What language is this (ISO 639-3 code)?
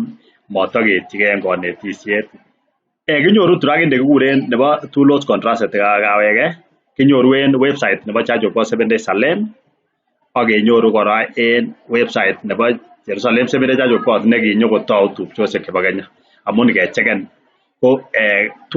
kln